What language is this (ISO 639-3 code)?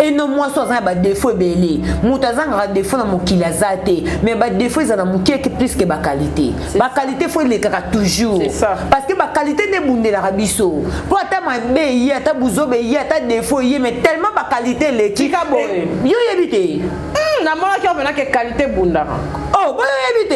lin